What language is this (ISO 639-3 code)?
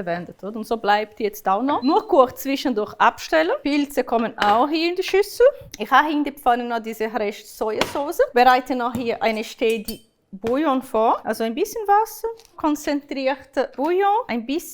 gsw